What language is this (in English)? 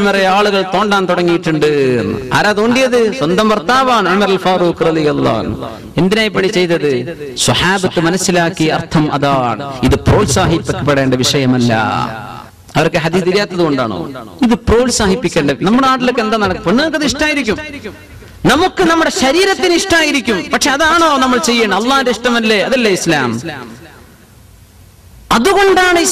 Malayalam